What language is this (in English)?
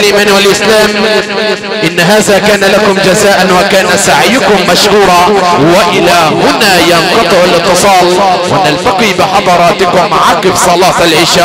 Arabic